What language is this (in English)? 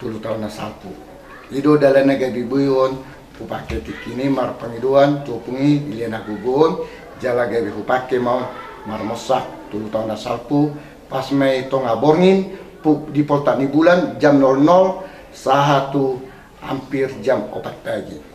Batak Toba